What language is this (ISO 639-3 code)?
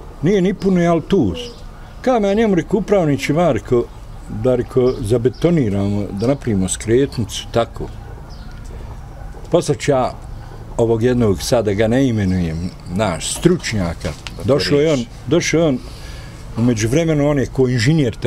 bos